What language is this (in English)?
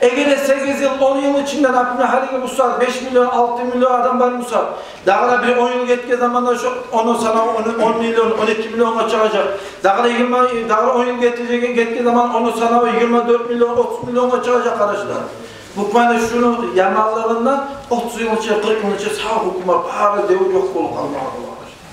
Kumyk